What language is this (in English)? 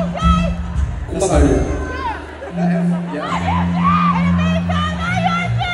English